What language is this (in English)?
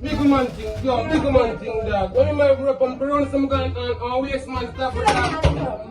Jamaican Creole English